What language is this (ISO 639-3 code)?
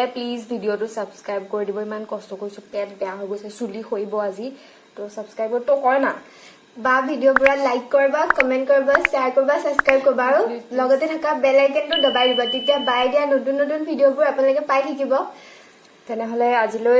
asm